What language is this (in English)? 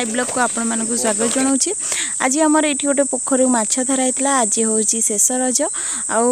Odia